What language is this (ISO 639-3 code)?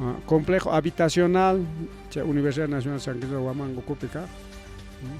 quy